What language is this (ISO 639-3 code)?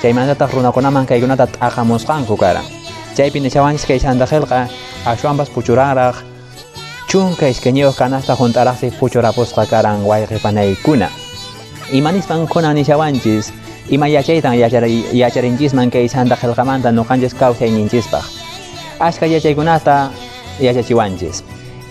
que